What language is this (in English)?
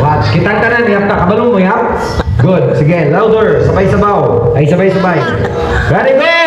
Cebuano